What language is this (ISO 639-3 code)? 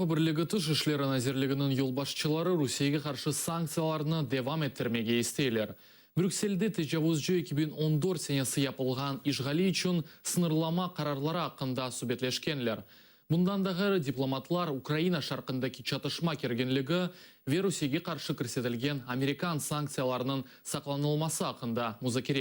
crh